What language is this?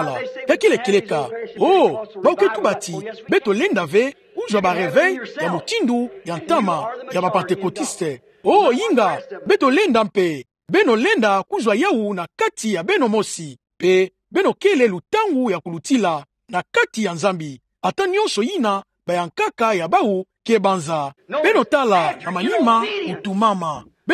Kituba (Democratic Republic of Congo)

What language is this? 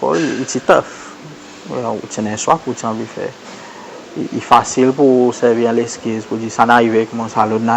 Seselwa Creole French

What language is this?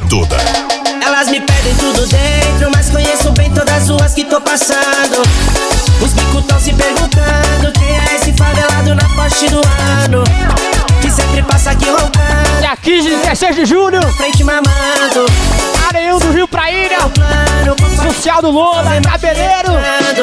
Portuguese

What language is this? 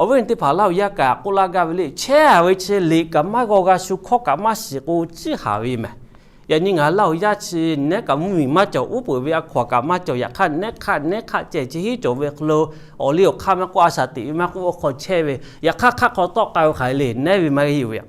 Lahu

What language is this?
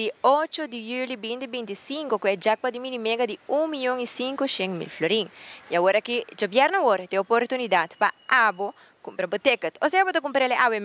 Papiamento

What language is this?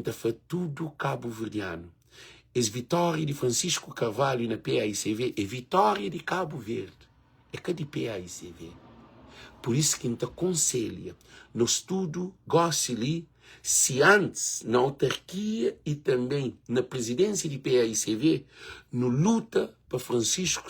Kabuverdianu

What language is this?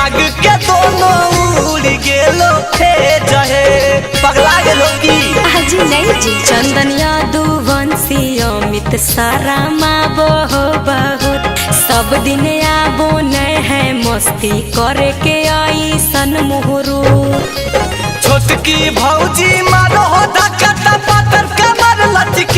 Magahi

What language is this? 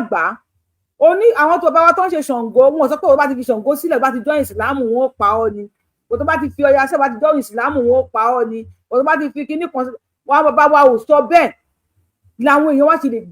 Yoruba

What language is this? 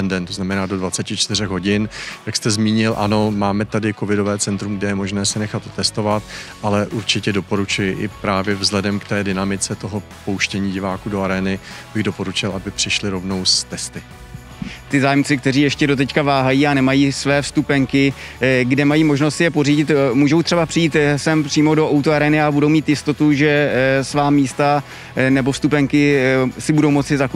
Czech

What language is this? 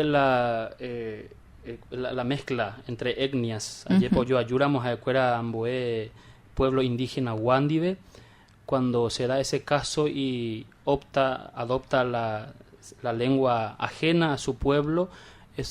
Guarani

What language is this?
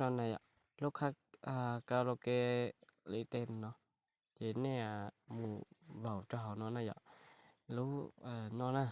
Hmong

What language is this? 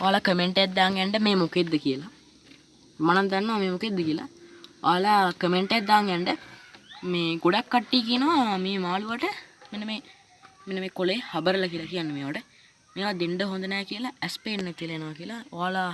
Sinhala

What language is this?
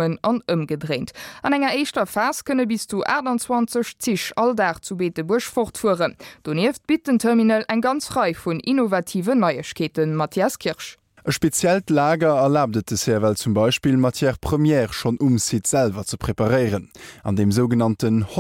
Luxembourgish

